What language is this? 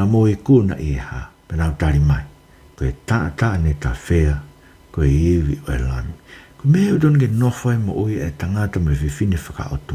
Tongan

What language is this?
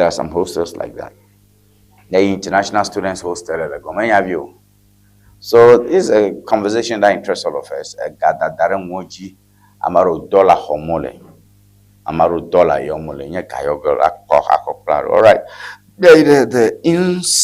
Ewe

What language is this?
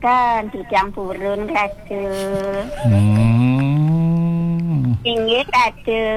Balinese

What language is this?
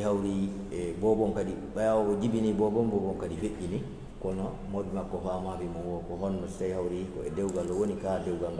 Fula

